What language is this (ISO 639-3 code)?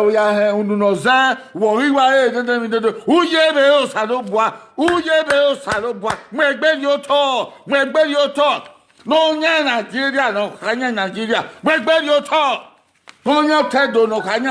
bin